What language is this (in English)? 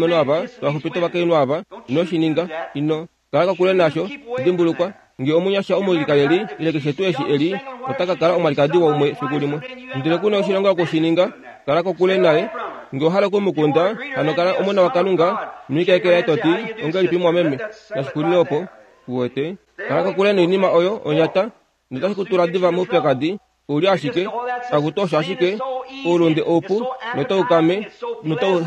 Kuanyama